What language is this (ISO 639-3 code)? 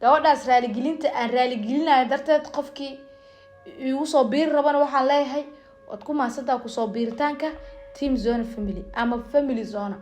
som